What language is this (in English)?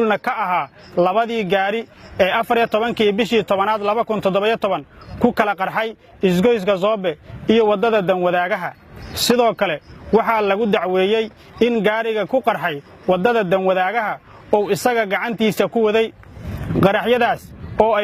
Somali